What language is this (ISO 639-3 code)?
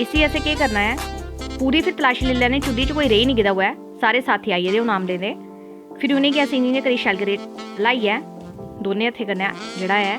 doi